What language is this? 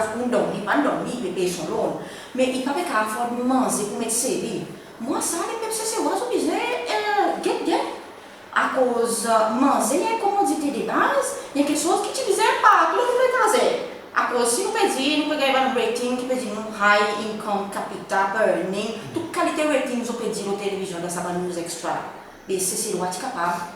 Seselwa Creole French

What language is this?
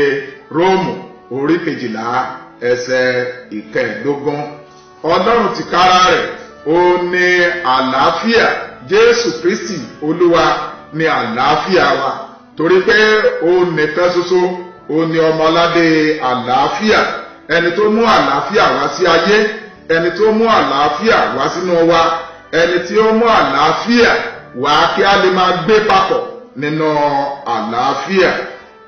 Yoruba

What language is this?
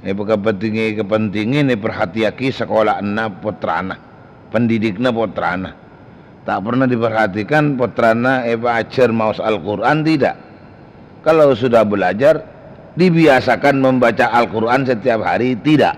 Madurese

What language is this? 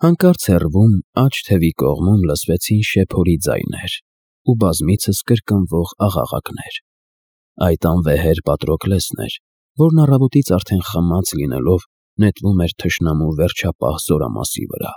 Armenian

